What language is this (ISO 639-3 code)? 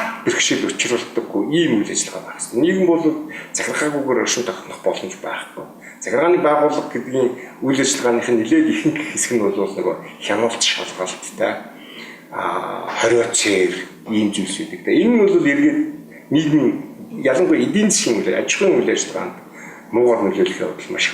mon